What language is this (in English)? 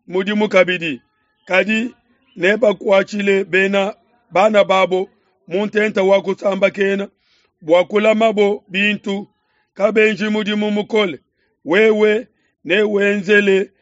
Luba-Lulua